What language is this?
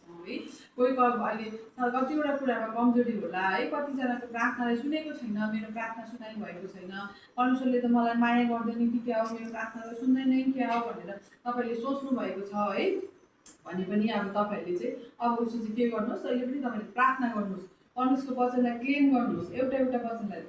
Nepali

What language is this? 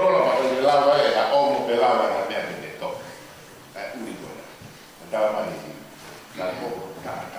Tongan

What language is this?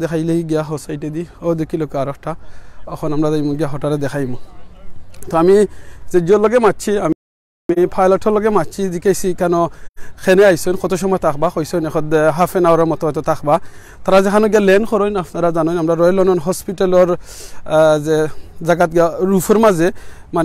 Sylheti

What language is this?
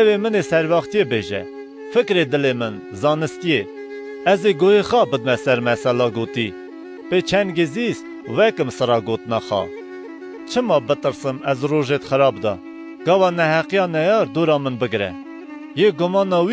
Kurdish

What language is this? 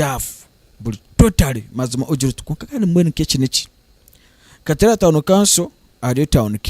Nyankole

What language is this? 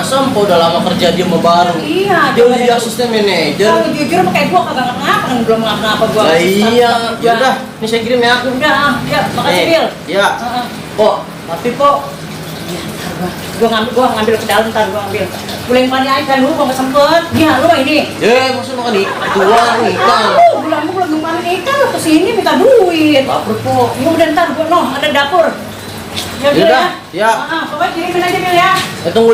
Betawi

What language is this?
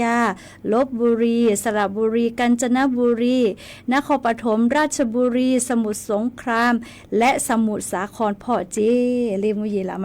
Lahu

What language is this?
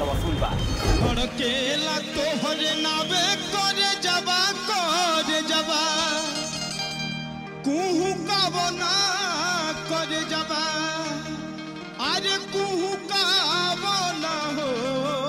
Bhojpuri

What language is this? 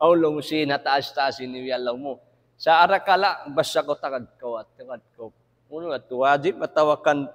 Tausug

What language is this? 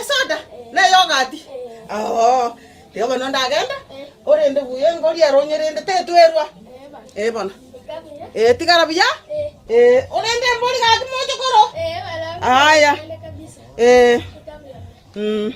Gusii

